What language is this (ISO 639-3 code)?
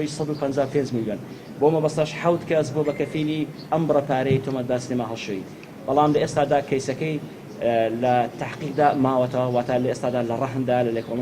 ckb